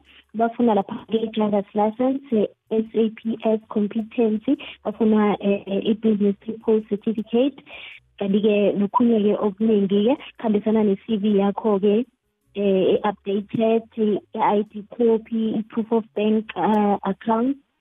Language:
South Ndebele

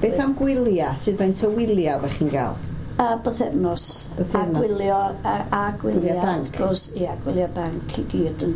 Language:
Welsh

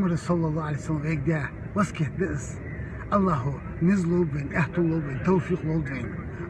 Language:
Chechen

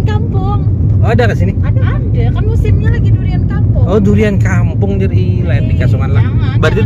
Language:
Banjar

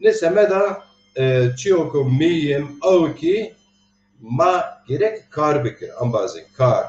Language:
Zaza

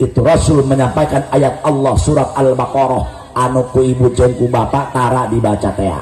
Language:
Sundanese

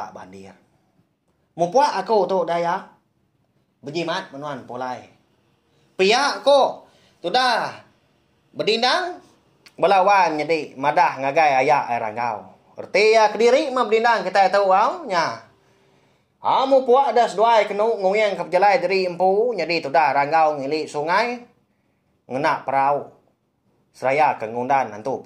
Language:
Iban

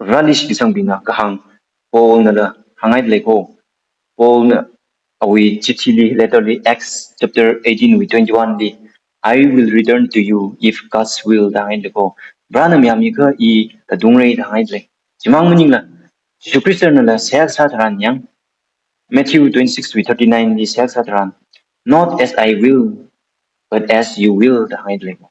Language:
Tangkhul Naga (India)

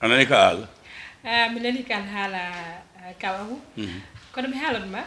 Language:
Fula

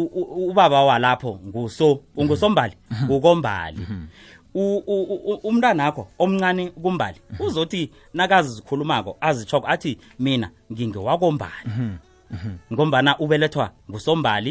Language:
South Ndebele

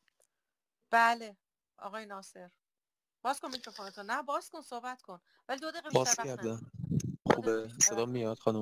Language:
Persian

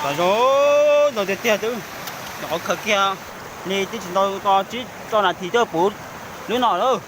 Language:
Hmong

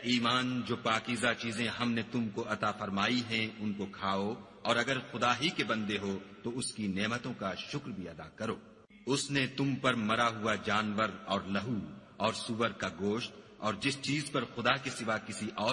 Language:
Urdu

